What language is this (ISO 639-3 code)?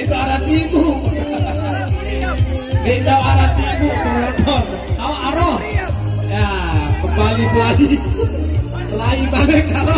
sas